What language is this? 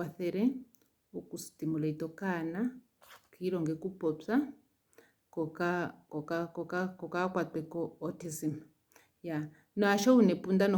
Ndonga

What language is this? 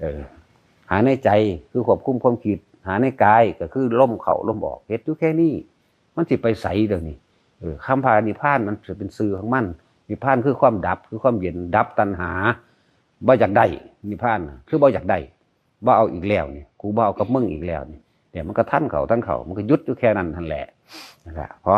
Lao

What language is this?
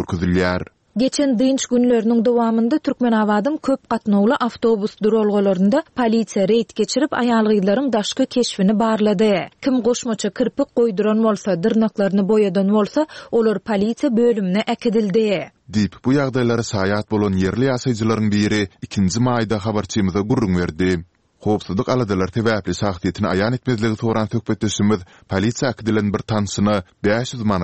Turkmen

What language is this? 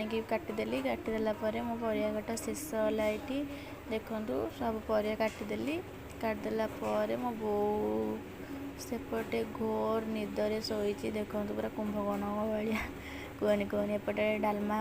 Odia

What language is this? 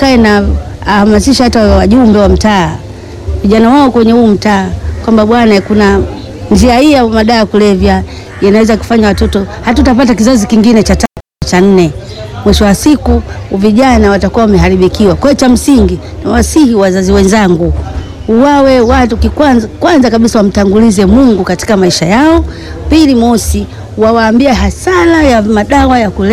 Swahili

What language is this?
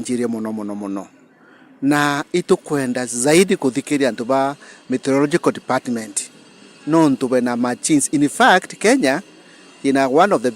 Meru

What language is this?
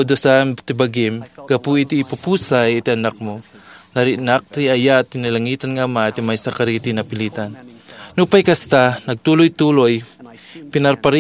Iloko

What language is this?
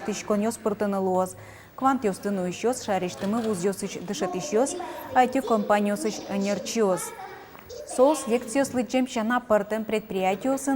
Udmurt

